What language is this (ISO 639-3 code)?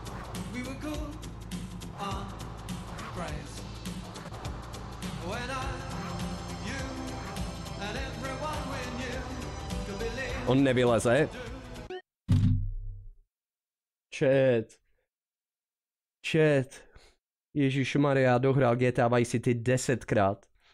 ces